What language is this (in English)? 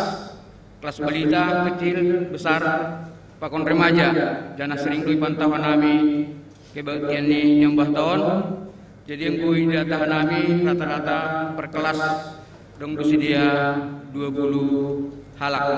Batak Simalungun